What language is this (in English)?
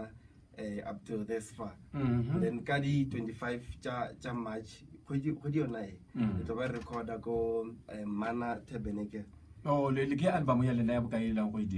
Northern Sotho